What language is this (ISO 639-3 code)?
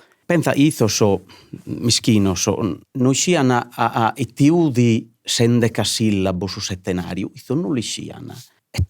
srd